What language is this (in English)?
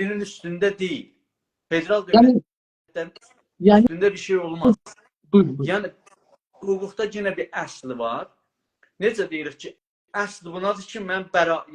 South Azerbaijani